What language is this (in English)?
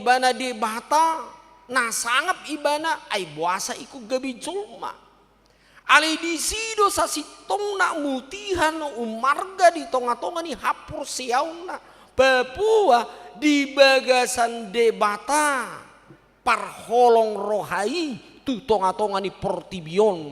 Batak Toba